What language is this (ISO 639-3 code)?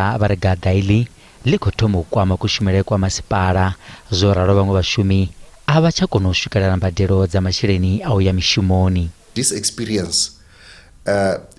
ven